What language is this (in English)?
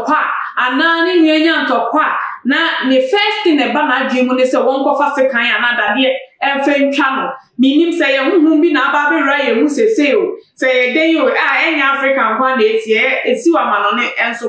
Akan